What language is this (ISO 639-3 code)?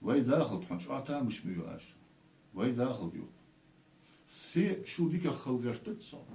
inh